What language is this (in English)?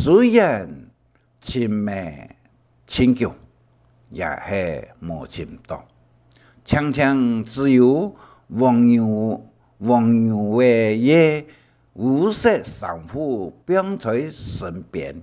Hakka Chinese